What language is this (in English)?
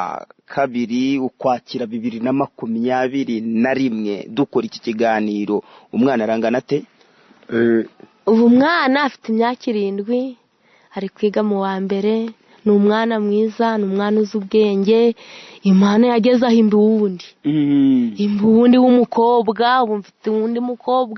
Kinyarwanda